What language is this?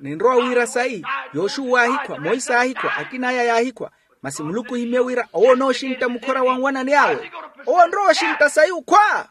Makhuwa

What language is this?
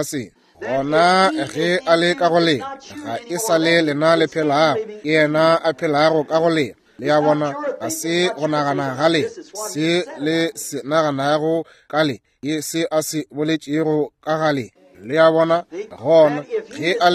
Northern Sotho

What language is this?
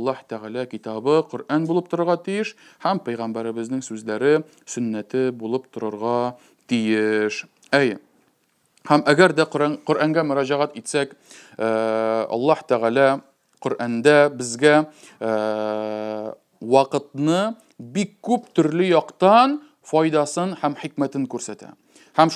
Tatar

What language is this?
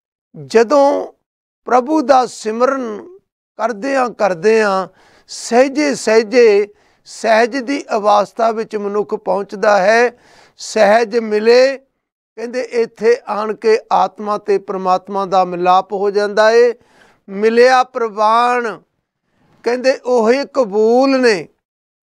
Punjabi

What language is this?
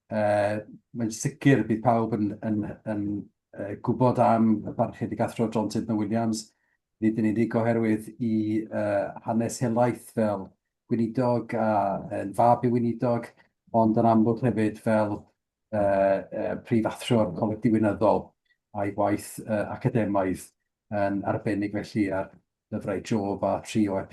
Welsh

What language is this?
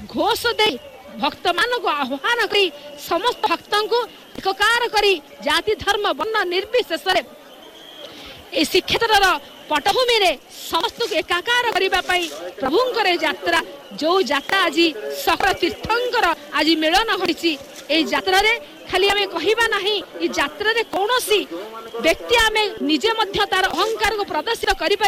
Odia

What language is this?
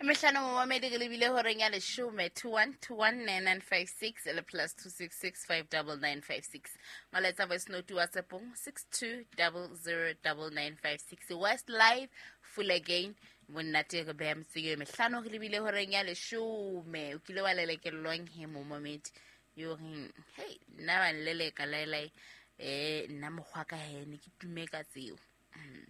Southern Sotho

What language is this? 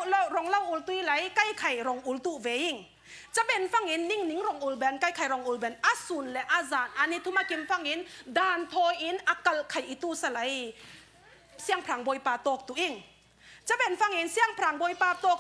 Falam Chin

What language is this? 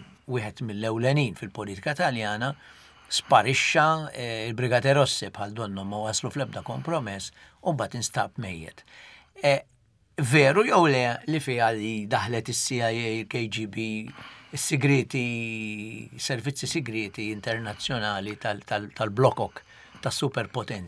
Maltese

